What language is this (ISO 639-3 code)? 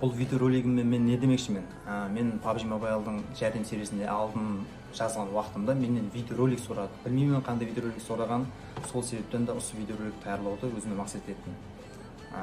kaa